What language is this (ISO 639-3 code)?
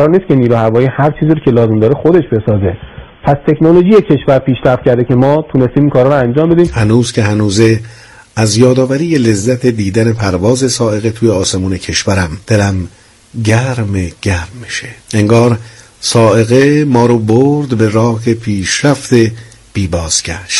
fas